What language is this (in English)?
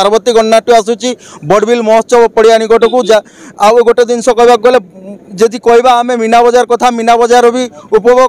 Odia